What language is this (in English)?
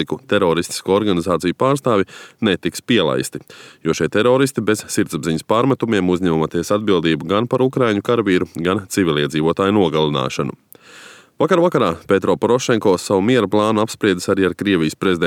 Latvian